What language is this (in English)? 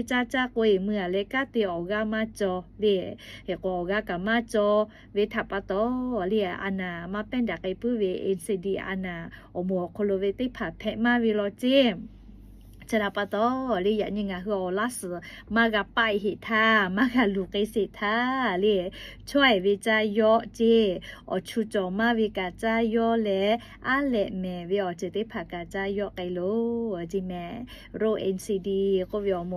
Lahu